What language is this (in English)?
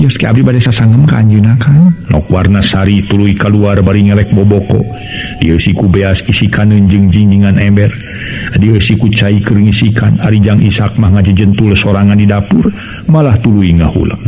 Sundanese